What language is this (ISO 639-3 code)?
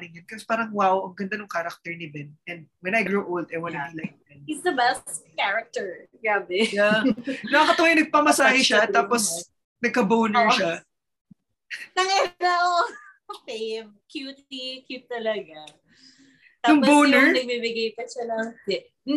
fil